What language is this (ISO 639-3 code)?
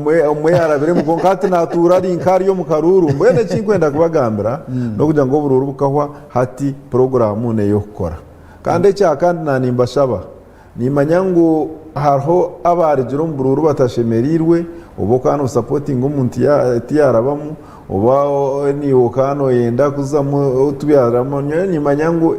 nyn